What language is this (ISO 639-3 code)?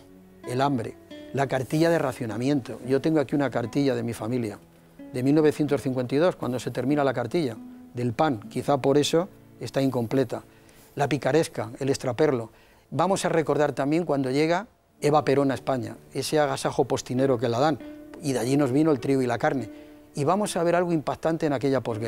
spa